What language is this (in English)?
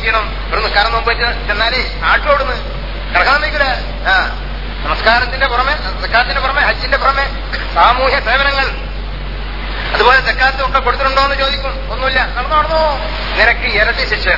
Malayalam